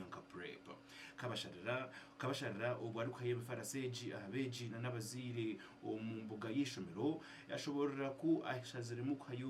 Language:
Nyankole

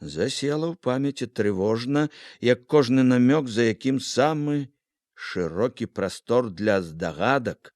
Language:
Belarusian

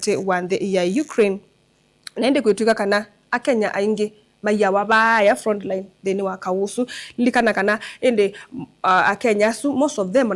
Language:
Kamba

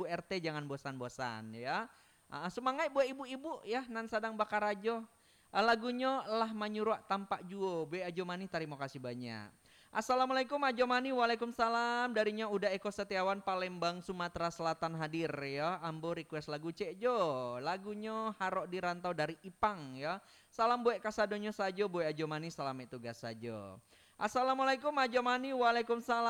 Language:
Minangkabau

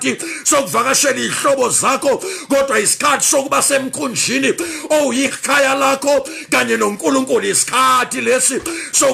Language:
Zulu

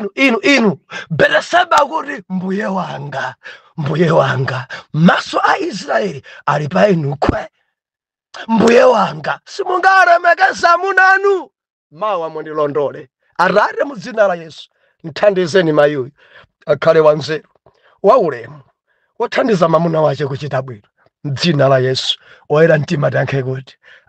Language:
Nyanja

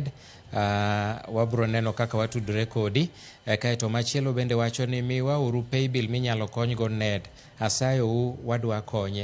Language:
Luo (Kenya and Tanzania)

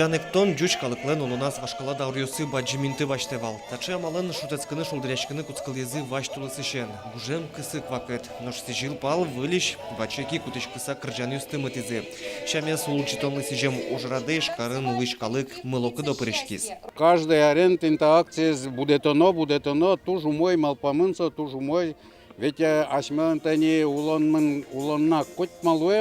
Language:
Udmurt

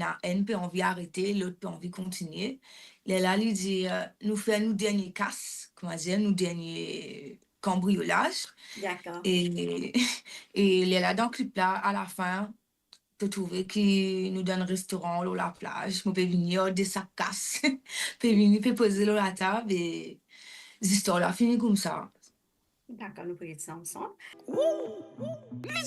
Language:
Morisyen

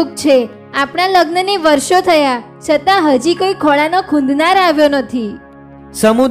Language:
Gujarati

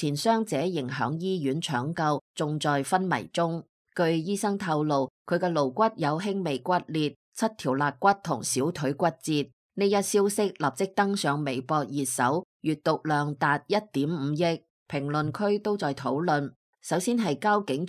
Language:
Cantonese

